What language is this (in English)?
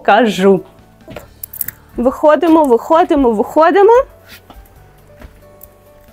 Ukrainian